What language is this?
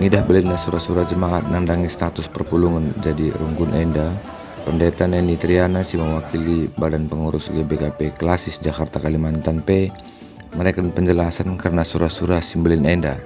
Batak Karo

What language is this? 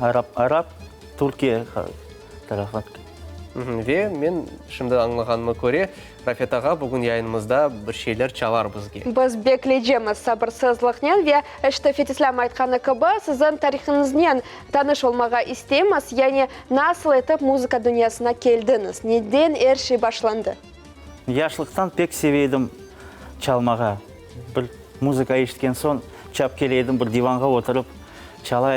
Crimean Tatar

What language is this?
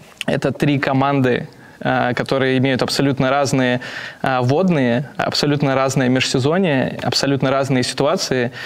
Russian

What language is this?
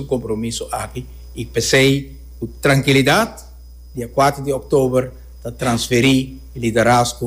Papiamento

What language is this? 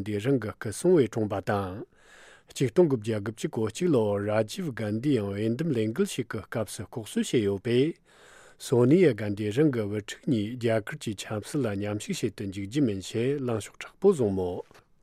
Tibetan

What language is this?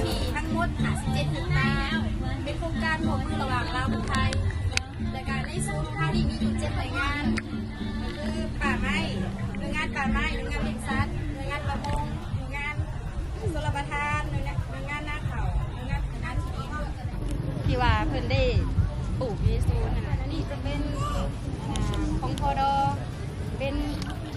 Lao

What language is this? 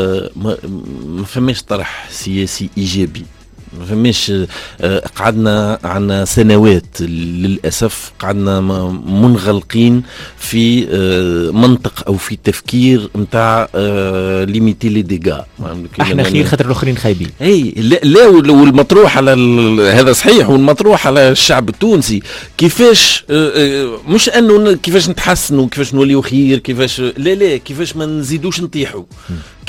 Tunisian Arabic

